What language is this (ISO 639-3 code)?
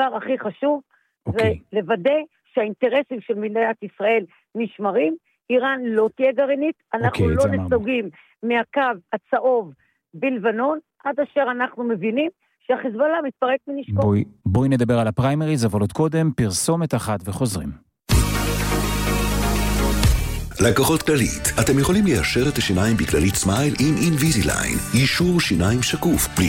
heb